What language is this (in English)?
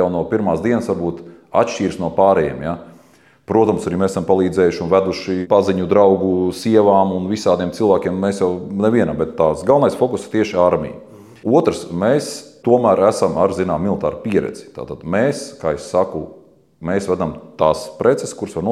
Latvian